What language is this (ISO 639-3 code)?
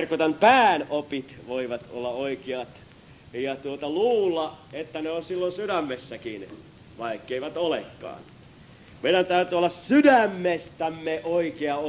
fin